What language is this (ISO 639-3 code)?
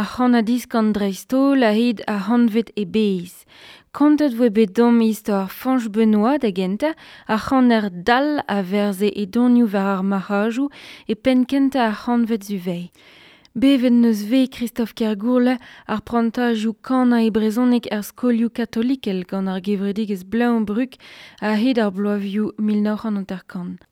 bre